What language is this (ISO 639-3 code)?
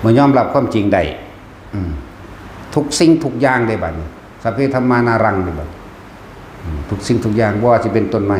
tts